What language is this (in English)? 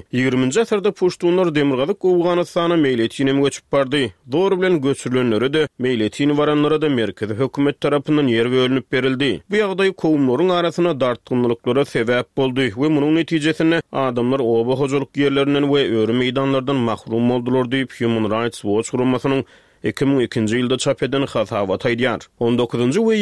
Turkmen